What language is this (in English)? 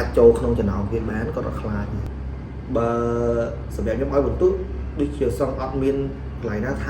Khmer